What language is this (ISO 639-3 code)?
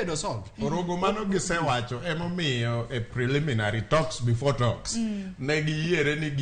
luo